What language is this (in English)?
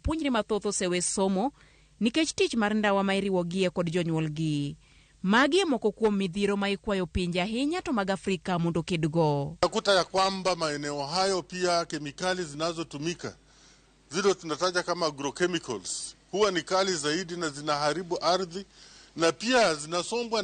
Luo (Kenya and Tanzania)